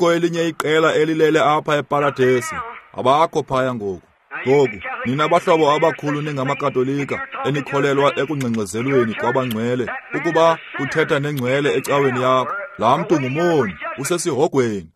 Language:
Xhosa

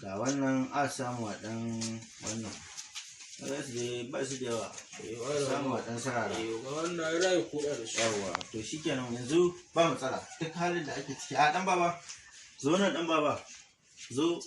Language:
Hausa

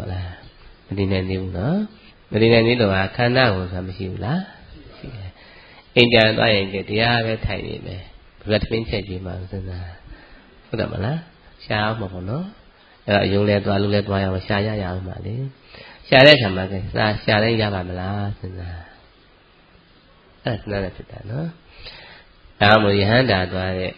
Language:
Burmese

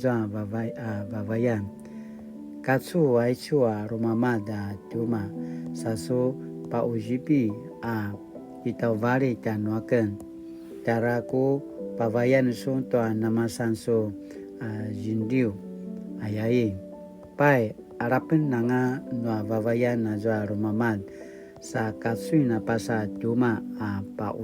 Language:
Paiwan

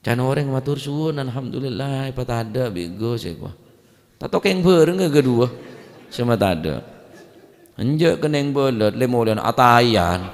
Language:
Madurese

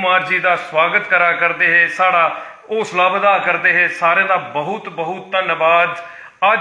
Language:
Dogri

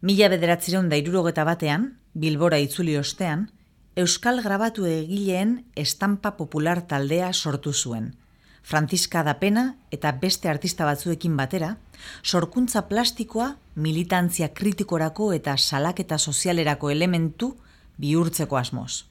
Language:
Basque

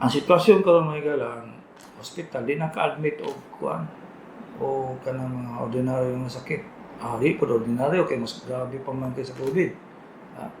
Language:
Cebuano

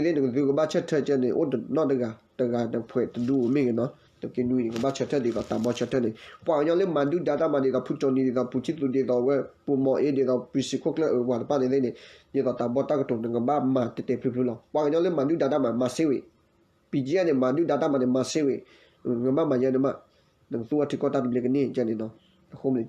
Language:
S'gaw Karen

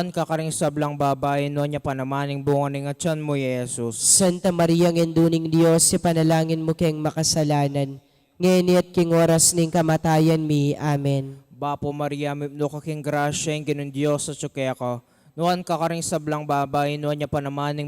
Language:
Pampanga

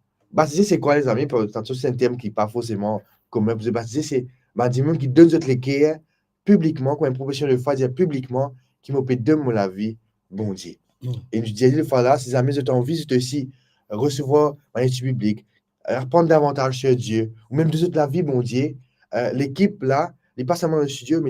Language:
Morisyen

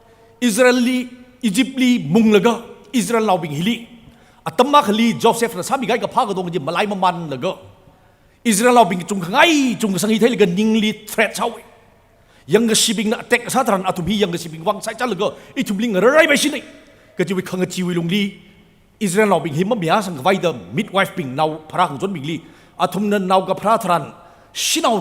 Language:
Tangkhul Naga (India)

